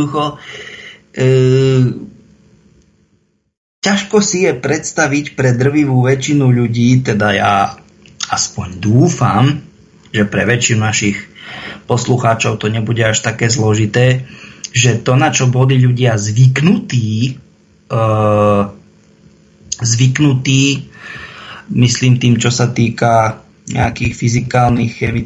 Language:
Slovak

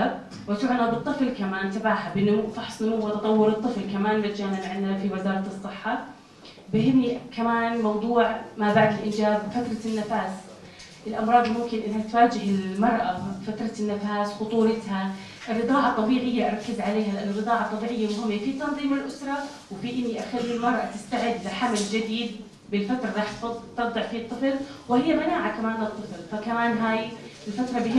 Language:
North Levantine Arabic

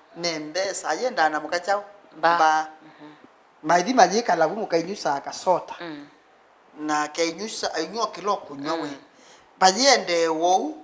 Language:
Kamba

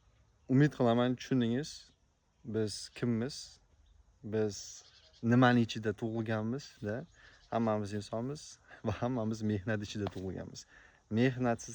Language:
Uzbek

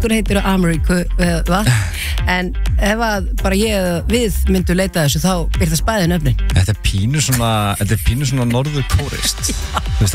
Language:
Icelandic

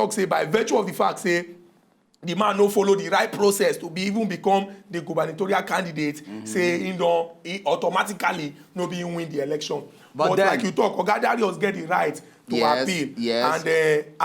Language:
Nigerian Pidgin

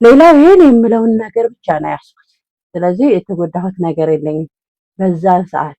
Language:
Amharic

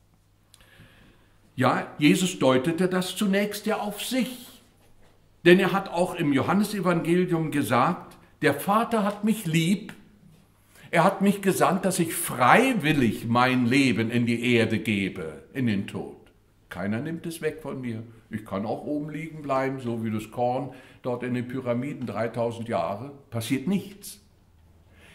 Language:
German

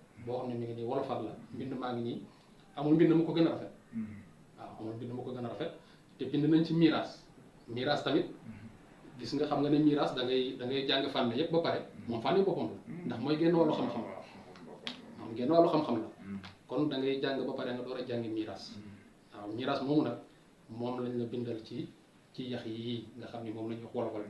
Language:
Wolof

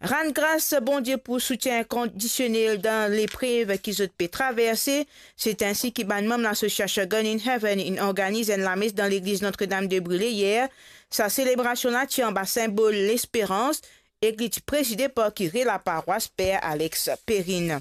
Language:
Morisyen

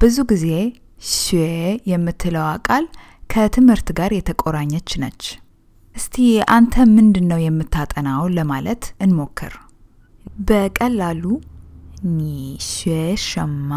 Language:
Amharic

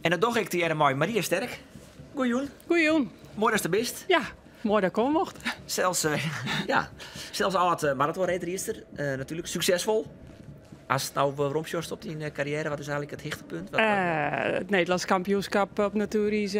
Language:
Western Frisian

